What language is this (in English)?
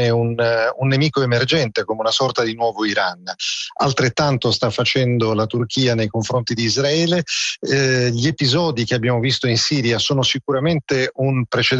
Italian